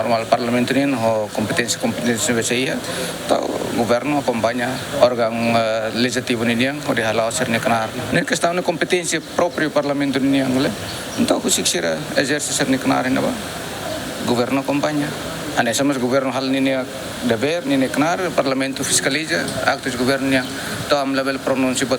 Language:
Tetum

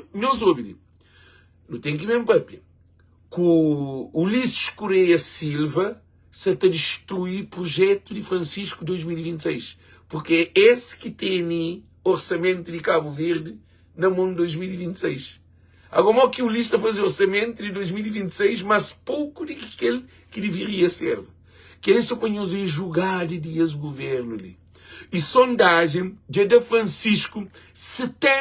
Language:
Kabuverdianu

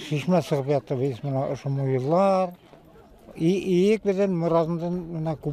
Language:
Bashkir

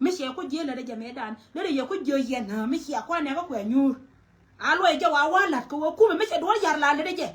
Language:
Nuer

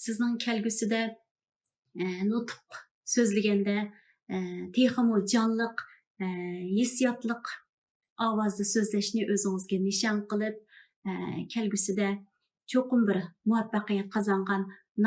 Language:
Uyghur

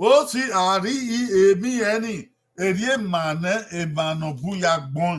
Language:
Bini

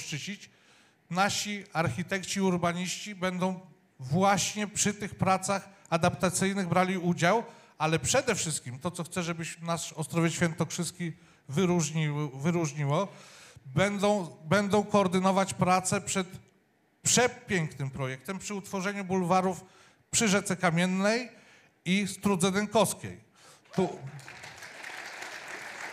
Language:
Polish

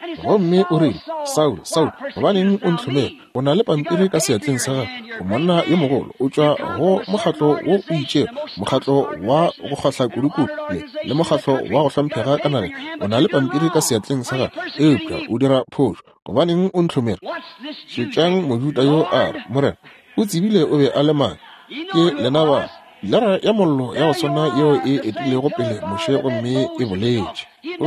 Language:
Northern Sotho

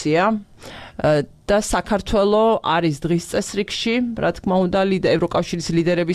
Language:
Georgian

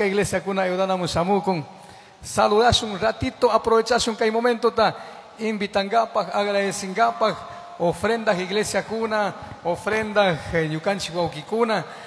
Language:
Chimborazo Highland Quichua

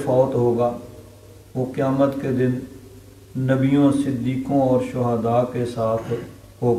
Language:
Urdu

